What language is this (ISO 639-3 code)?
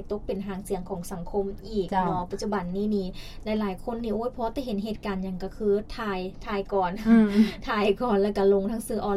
lao